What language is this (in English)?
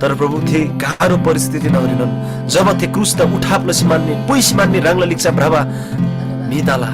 Eastern Tamang